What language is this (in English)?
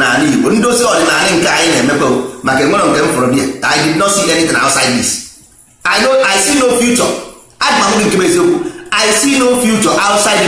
Igbo